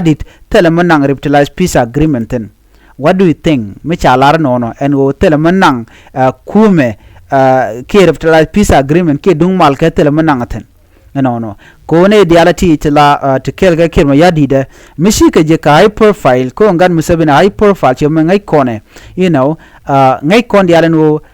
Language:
Nuer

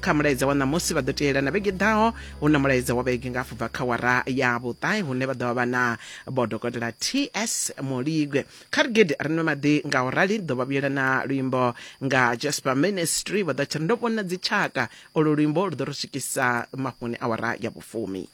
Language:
Venda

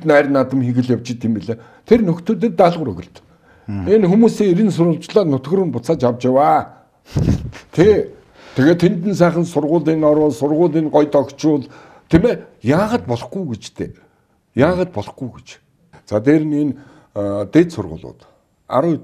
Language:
Mongolian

